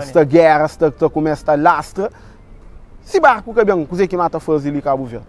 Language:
Kabuverdianu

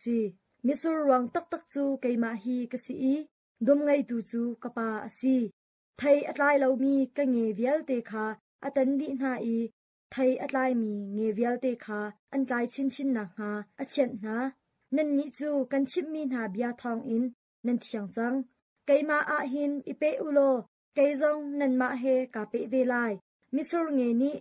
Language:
Hakha Chin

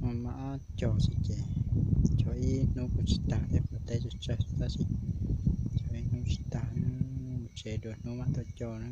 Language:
Hmong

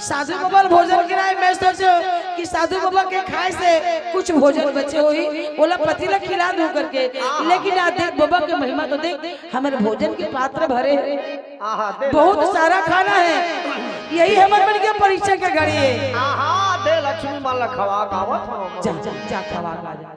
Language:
Chhattisgarhi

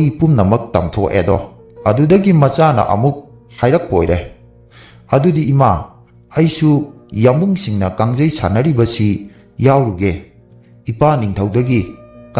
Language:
Manipuri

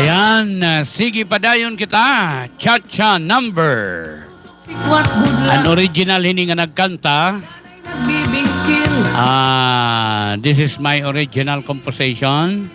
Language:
Waray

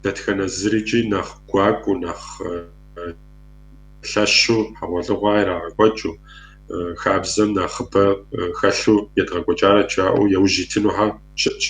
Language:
Kabardian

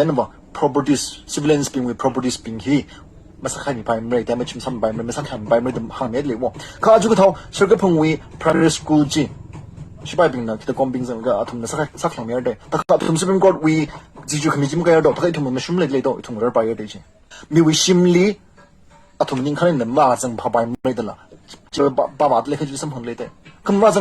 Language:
Tangkhul Naga (India)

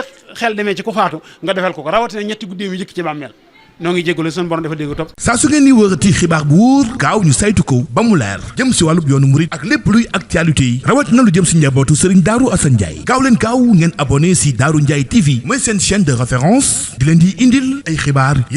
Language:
Wolof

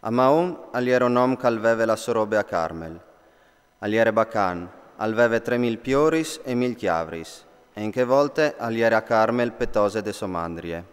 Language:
Friulian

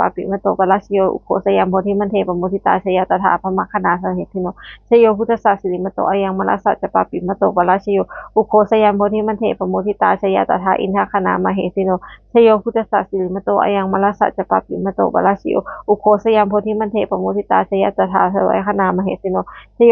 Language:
Pali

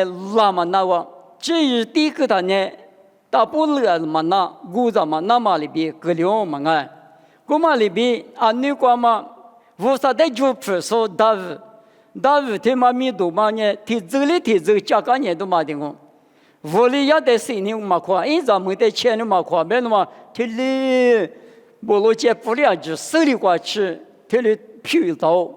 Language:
Lisu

